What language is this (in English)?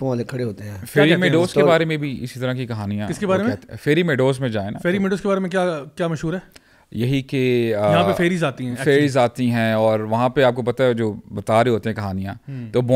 Urdu